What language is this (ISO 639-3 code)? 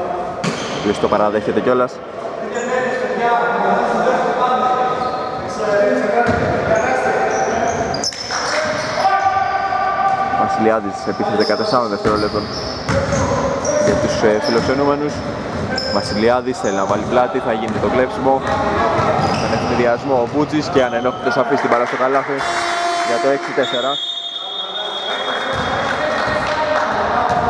ell